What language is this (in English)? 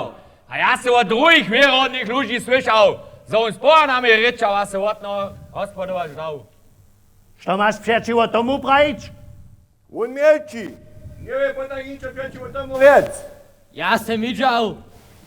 Upper Sorbian